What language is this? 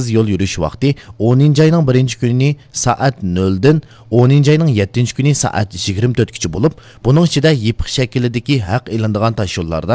Uyghur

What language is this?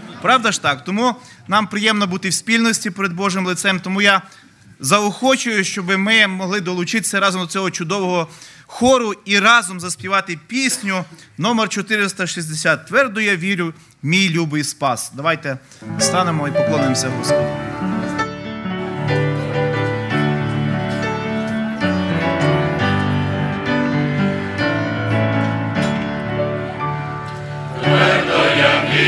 Ukrainian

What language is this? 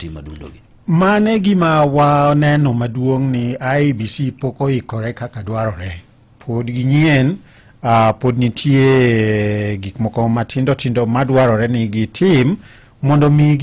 Luo (Kenya and Tanzania)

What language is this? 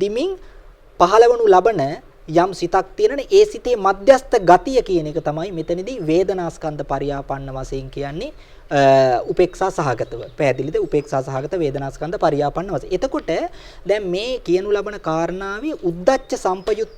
Sinhala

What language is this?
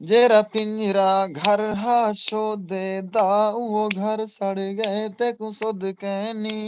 Saraiki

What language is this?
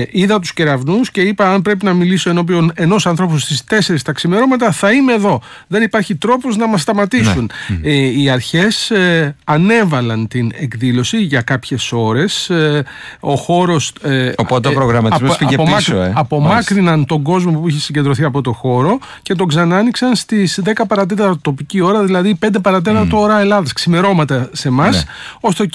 Greek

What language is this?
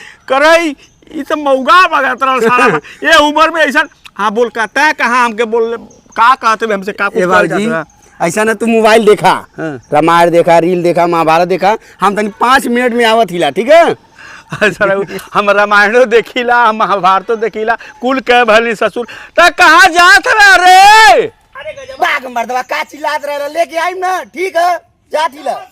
Bhojpuri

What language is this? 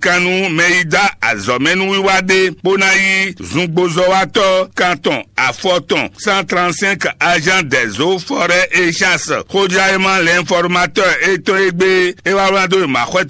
Fon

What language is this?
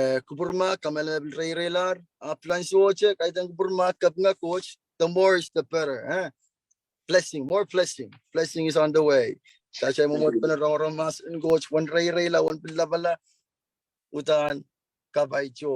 Pohnpeian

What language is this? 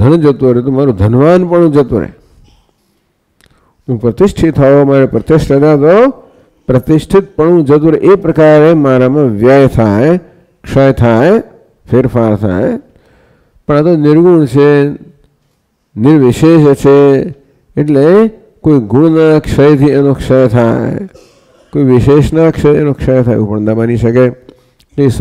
Gujarati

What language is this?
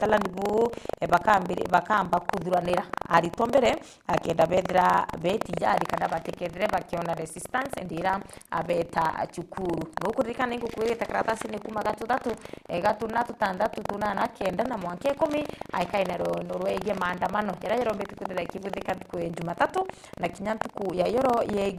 Meru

